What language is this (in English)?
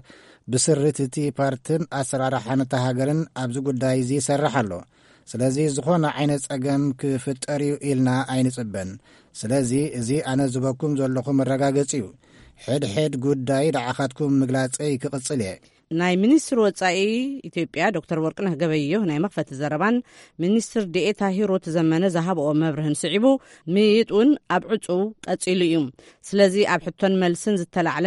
Tigrinya